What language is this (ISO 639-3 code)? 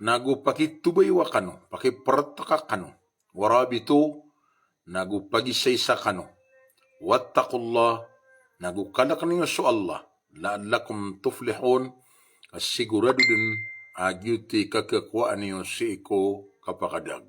mrw